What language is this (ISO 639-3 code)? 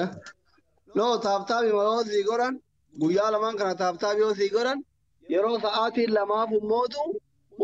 orm